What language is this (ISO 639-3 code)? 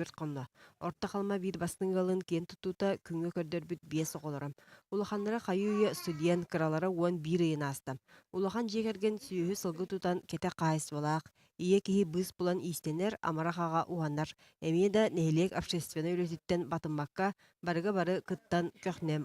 sah